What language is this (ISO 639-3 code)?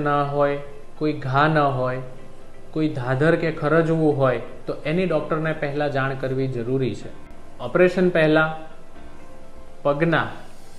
guj